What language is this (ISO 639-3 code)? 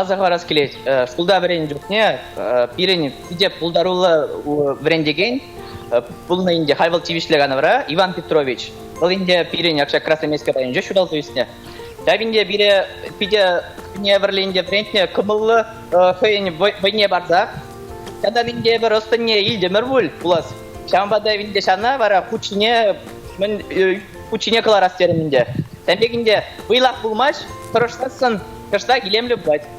chv